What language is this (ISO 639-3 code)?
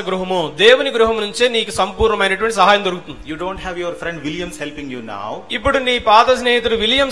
tel